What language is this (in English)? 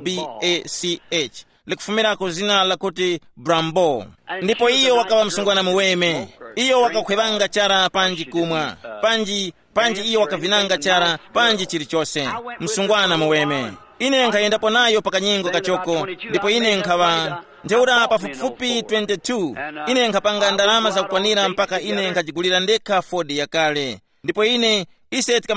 Tumbuka